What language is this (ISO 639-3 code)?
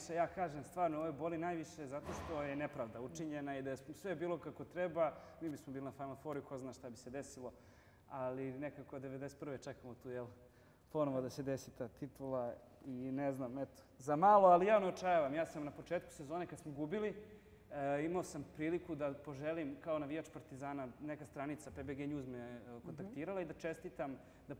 srp